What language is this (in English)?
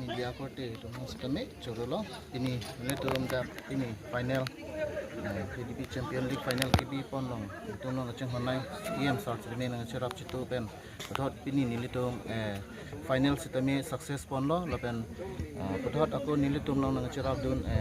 Karbi